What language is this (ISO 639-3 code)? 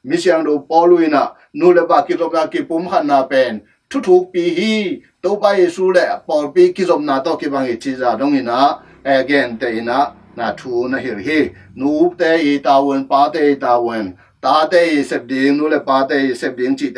ctd